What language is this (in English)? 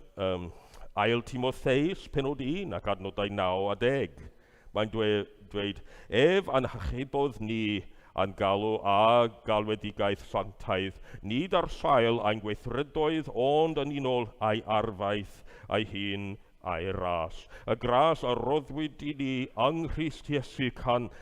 Welsh